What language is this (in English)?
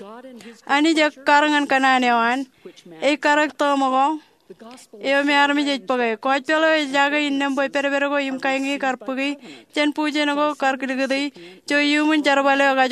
Marshallese